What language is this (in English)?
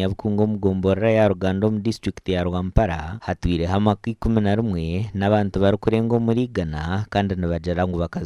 Nyankole